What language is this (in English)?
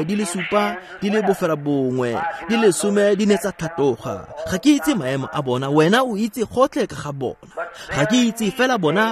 Tswana